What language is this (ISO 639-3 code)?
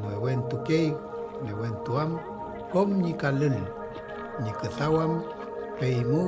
arn